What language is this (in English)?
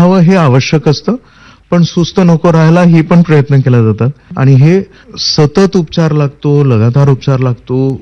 Marathi